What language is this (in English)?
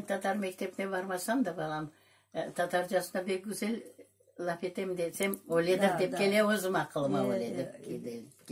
Crimean Tatar